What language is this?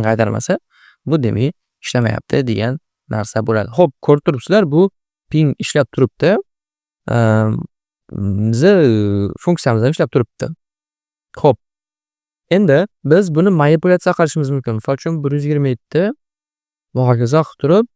Uzbek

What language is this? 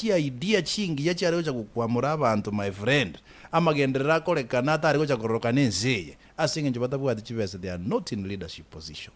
Gusii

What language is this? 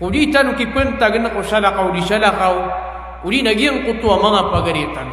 Maranao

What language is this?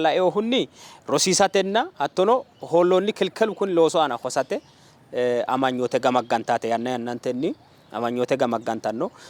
Sidamo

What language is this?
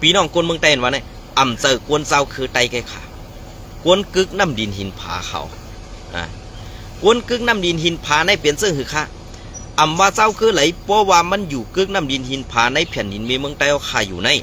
Shan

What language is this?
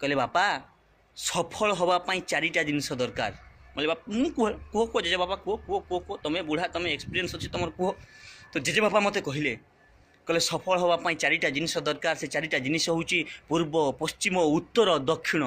Odia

